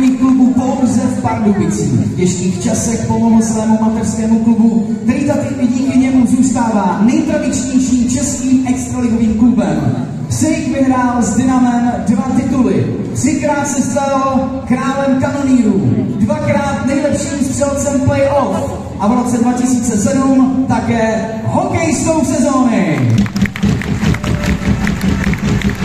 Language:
Czech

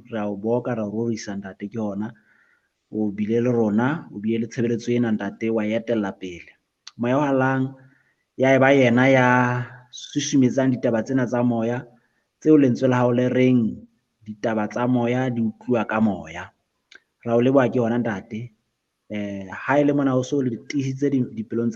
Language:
Southern Sotho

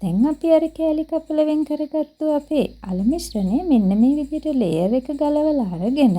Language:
Sinhala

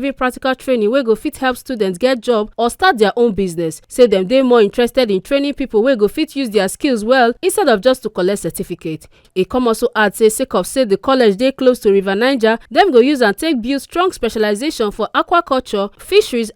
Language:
Nigerian Pidgin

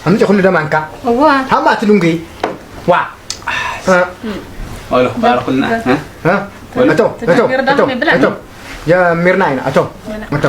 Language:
Tigrinya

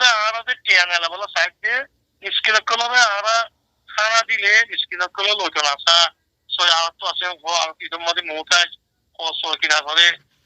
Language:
Rohingya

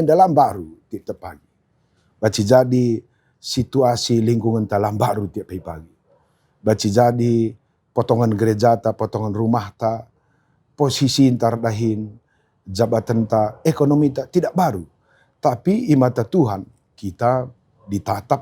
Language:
Batak Karo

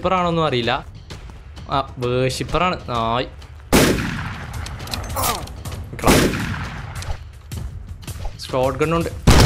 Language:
Malayalam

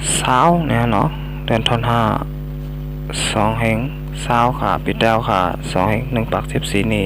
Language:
Shan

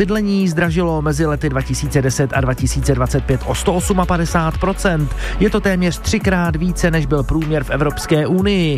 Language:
Czech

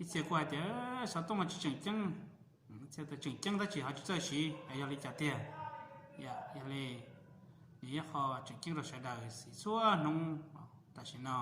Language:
Hmong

